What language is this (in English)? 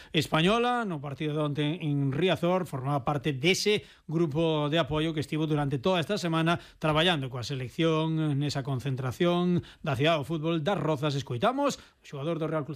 Galician